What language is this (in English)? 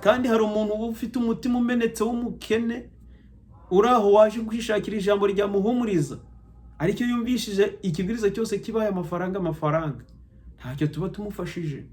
Kinyarwanda